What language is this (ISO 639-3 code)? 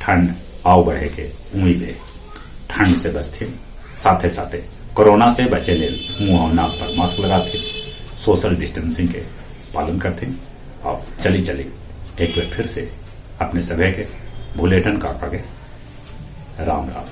mag